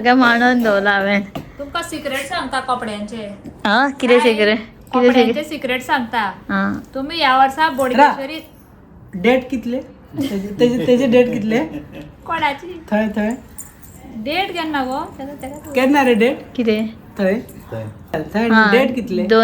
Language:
Konkani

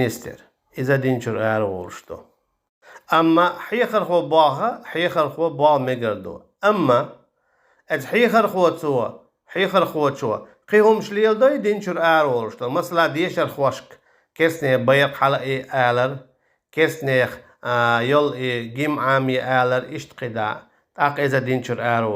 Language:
Chechen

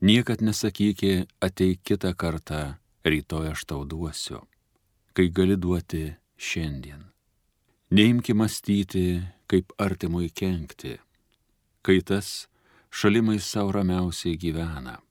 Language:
Lithuanian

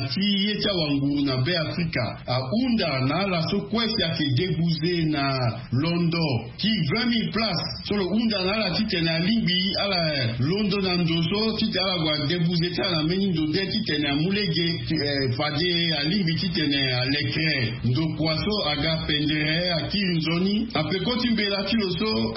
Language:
Sango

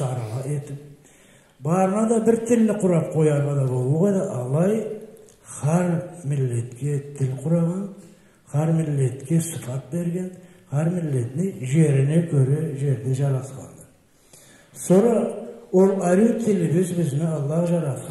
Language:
Karachay-Balkar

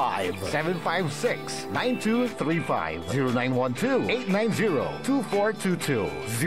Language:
Pangasinan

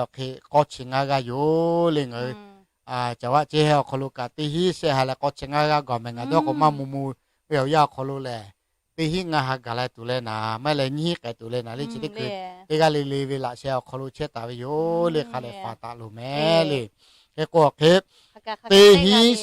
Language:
Lahu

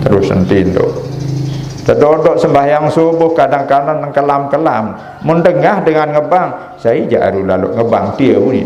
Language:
Sasak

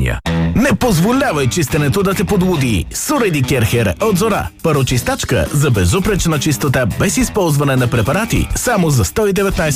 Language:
Bulgarian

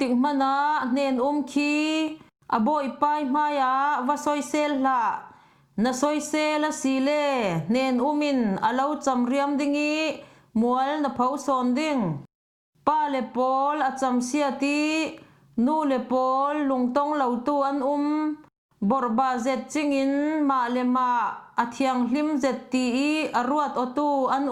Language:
Falam Chin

